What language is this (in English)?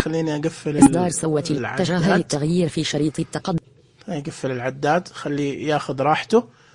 Najdi Arabic